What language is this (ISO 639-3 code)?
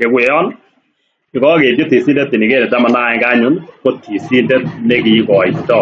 kln